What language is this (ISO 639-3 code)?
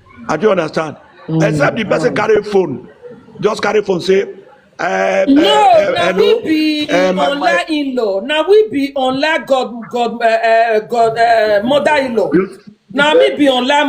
pcm